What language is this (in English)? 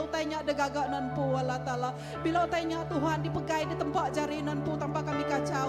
Iban